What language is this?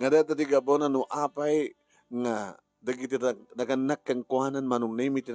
Iloko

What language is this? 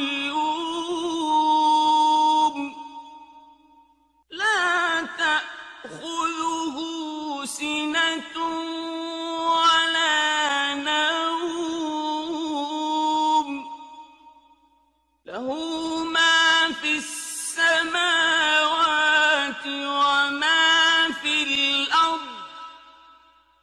Arabic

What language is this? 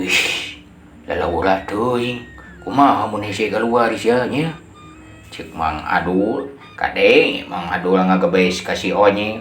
Sundanese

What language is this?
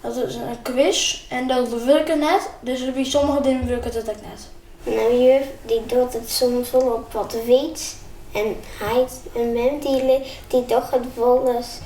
Western Frisian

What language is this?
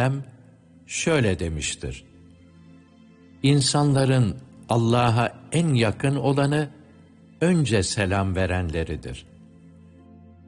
Turkish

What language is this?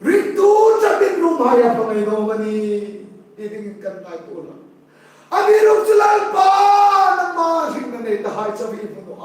Hmar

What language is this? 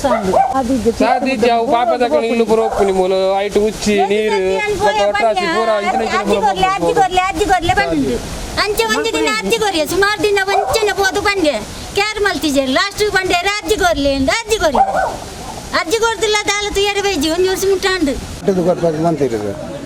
Tulu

